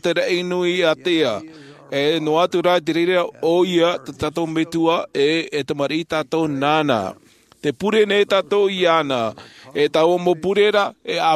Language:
Tahitian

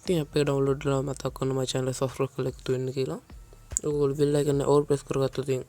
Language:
Sinhala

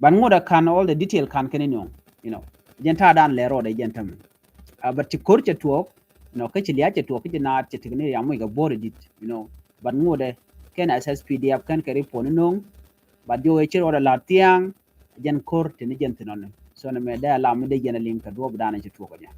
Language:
Nuer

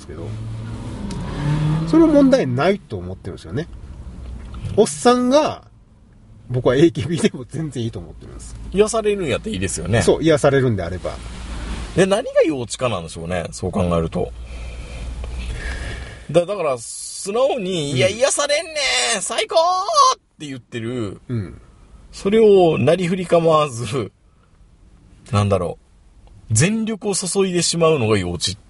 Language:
Japanese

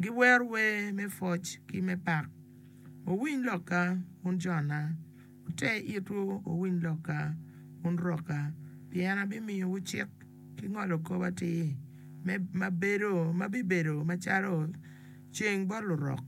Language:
Acoli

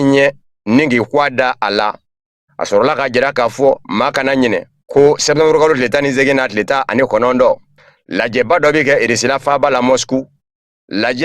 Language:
Bambara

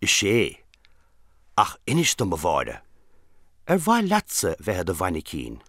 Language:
Irish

